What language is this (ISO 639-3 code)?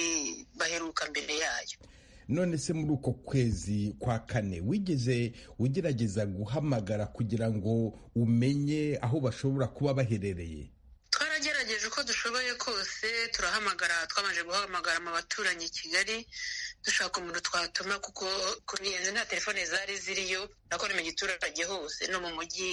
kin